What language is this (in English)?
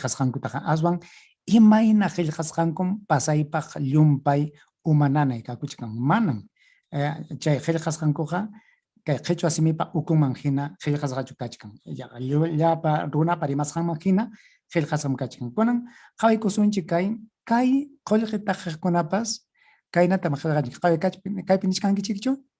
Ayacucho Quechua